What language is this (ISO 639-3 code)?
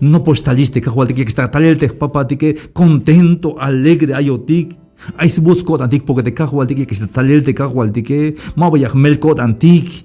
tzh